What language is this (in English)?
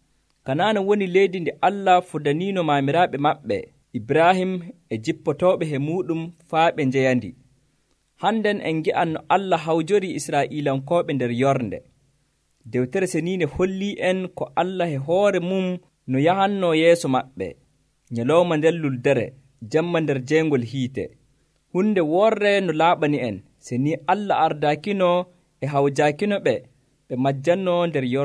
Nigerian Fulfulde